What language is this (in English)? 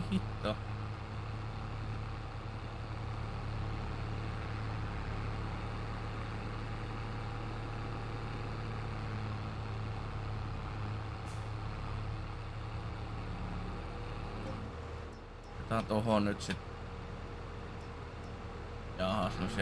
Finnish